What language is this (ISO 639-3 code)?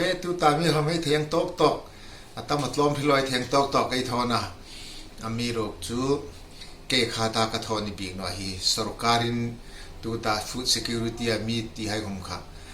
hmr